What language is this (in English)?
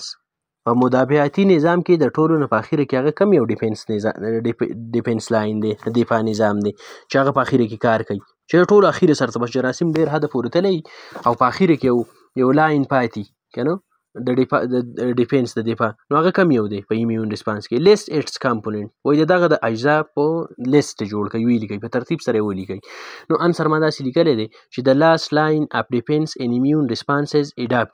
Pashto